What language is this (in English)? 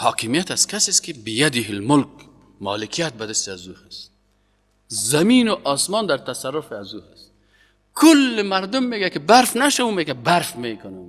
Persian